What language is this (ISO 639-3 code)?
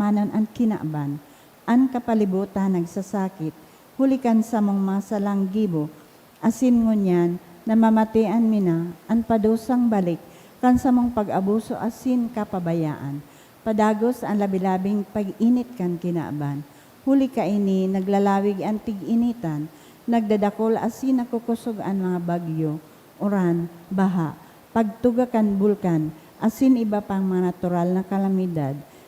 bik